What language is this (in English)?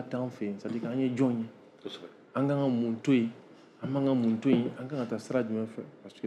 Bambara